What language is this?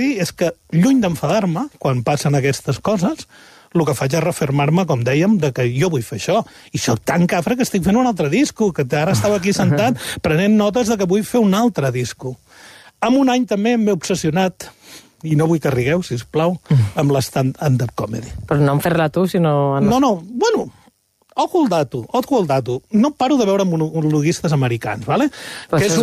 Catalan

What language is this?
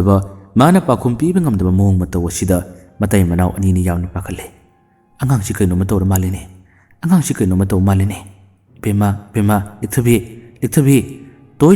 Manipuri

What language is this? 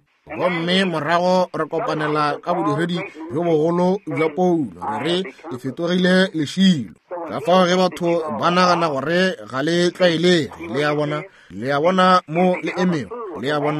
Northern Sotho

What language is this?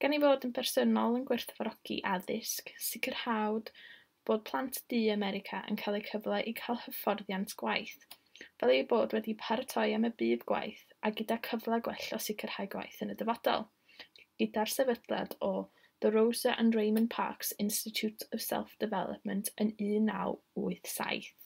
Welsh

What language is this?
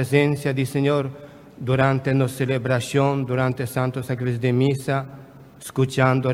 Papiamento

